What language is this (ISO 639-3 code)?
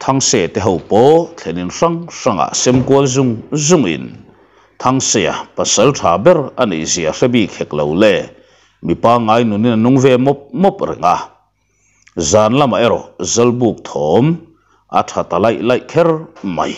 lus